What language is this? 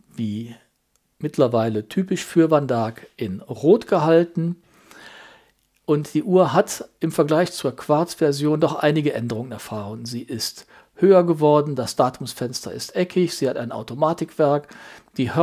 German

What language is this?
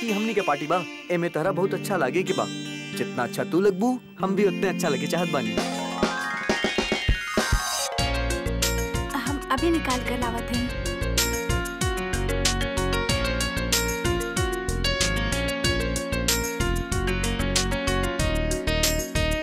Bhojpuri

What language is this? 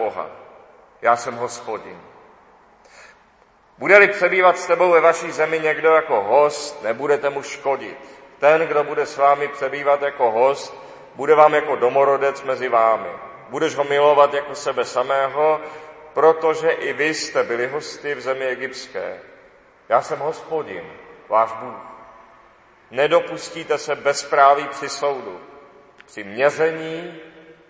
Czech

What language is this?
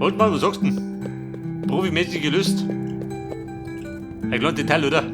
Bavarian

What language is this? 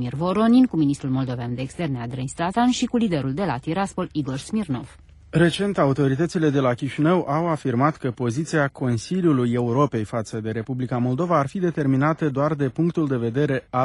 Romanian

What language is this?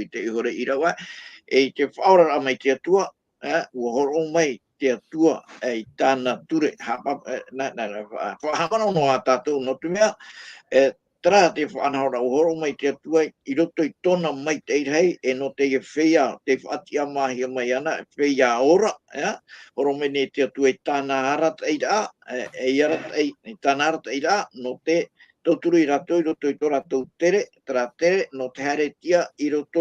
Tahitian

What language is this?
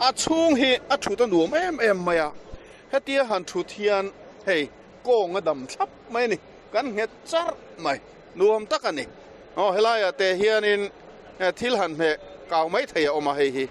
Mizo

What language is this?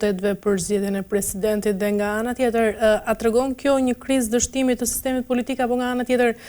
Albanian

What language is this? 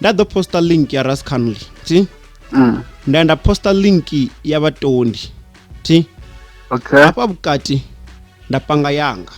Venda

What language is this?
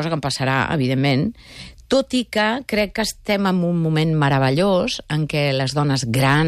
Catalan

